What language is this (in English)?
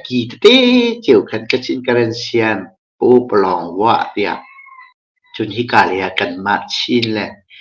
Hakha Chin